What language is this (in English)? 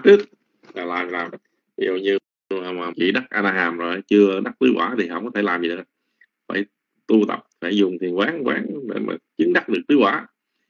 Vietnamese